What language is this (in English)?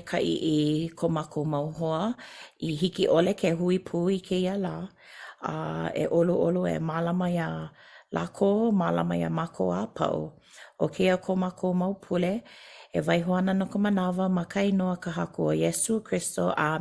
Hawaiian